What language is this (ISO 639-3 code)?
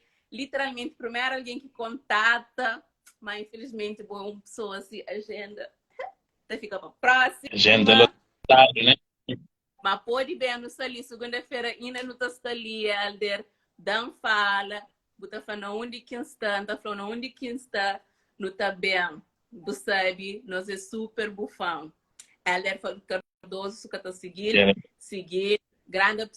kea